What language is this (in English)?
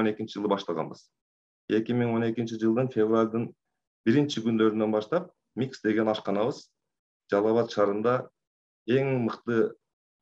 Kyrgyz